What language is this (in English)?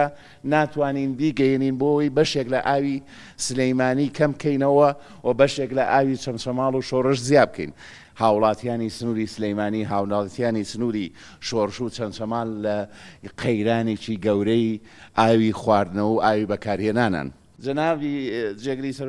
Central Kurdish